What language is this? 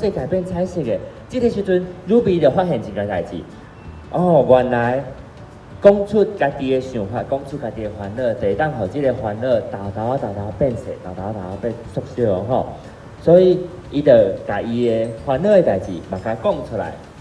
Min Nan Chinese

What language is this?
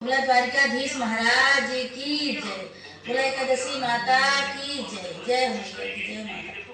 Awadhi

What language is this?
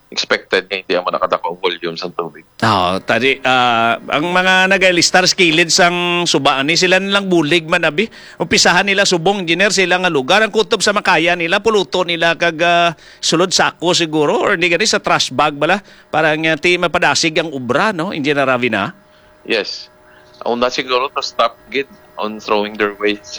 Hiligaynon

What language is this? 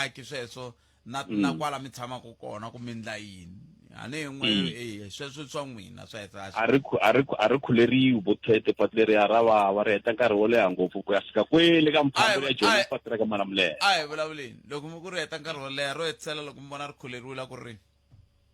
Tsonga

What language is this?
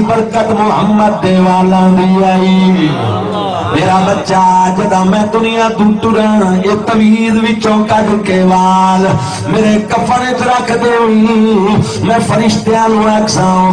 Saraiki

